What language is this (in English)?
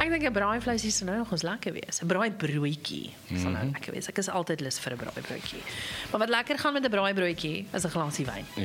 Afrikaans